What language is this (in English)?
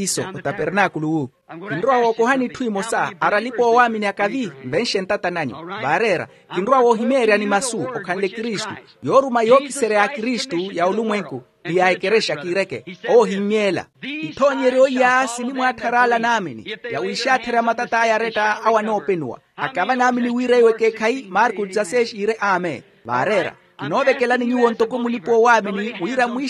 Makhuwa